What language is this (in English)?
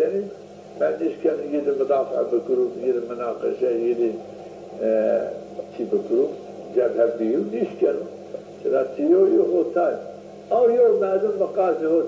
Zaza